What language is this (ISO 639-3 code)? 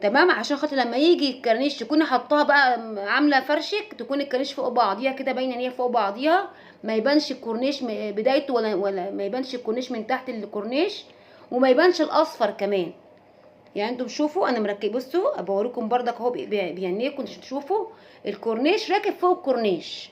arz